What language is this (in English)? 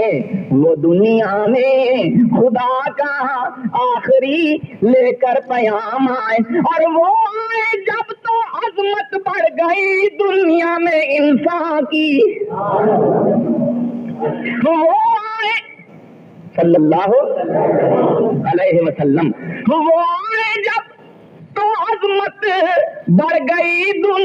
Urdu